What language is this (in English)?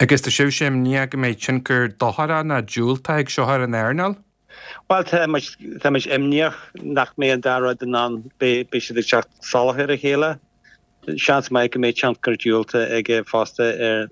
Irish